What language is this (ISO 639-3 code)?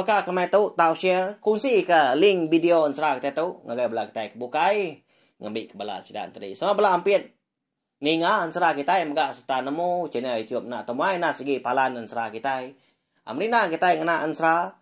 iba